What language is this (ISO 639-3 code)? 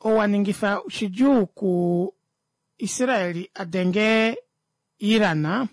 kua